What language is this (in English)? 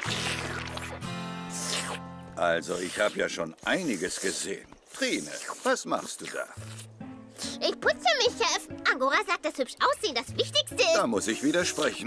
German